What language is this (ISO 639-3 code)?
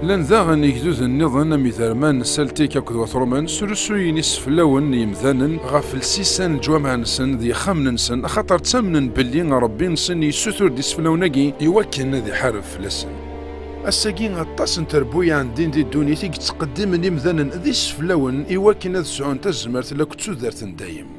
kab